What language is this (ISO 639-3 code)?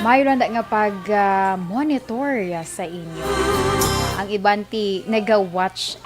hil